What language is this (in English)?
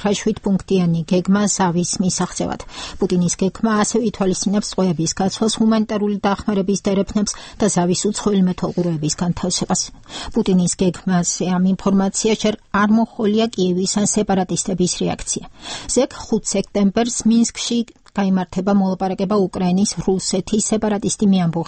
Georgian